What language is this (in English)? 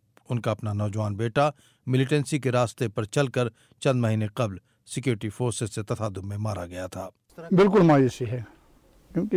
Urdu